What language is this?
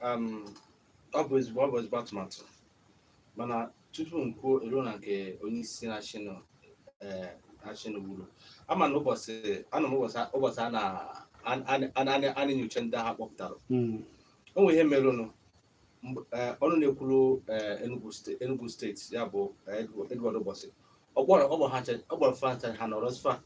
Igbo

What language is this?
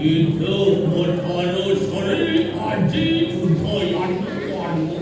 Balinese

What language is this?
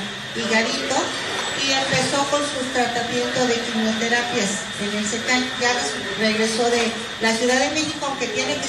Spanish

